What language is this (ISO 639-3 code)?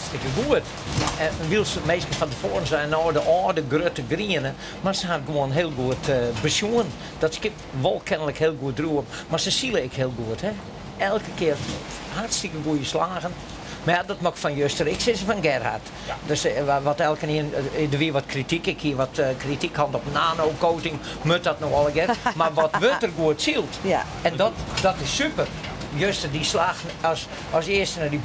fry